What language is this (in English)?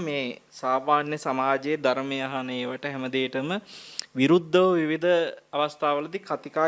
Sinhala